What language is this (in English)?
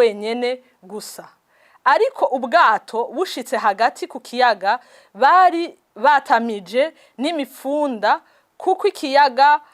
Rundi